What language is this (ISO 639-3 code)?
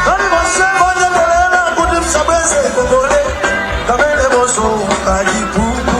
nya